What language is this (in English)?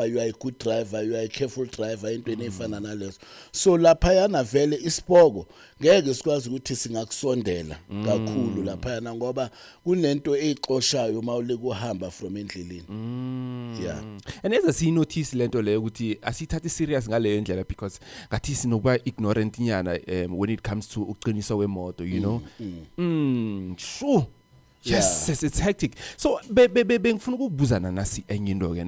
Zulu